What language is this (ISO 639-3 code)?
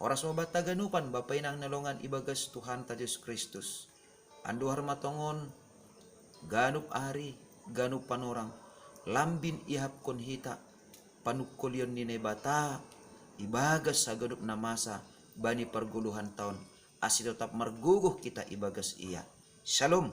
bts